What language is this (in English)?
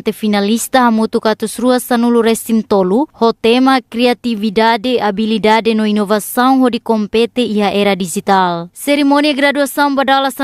Tetum